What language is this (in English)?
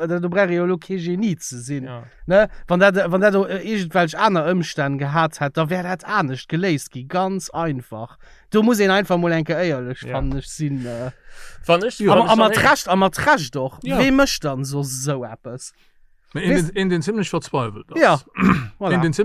Luxembourgish